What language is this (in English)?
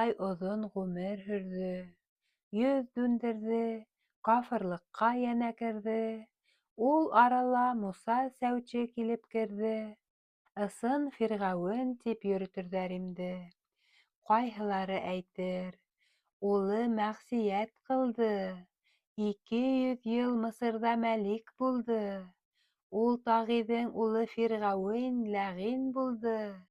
Bashkir